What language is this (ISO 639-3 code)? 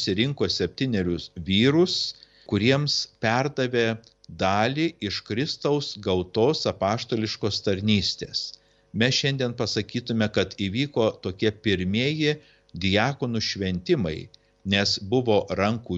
lit